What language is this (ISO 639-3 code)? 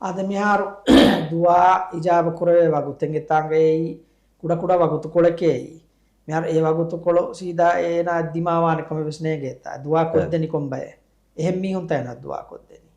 div